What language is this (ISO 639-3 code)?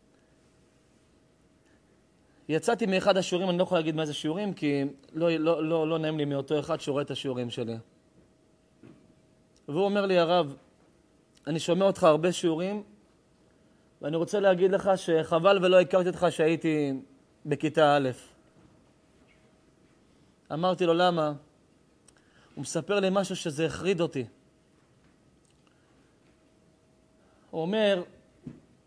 heb